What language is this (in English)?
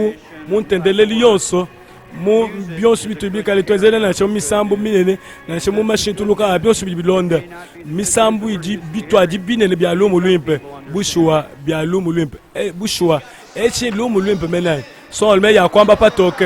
Luba-Lulua